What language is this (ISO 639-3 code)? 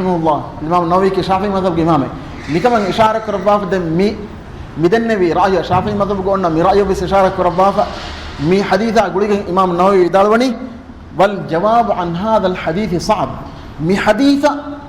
div